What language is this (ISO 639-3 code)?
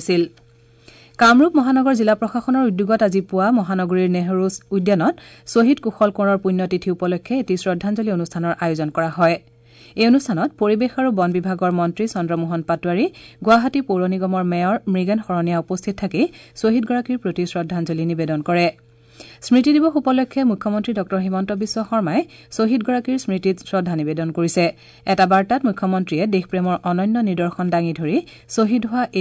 asm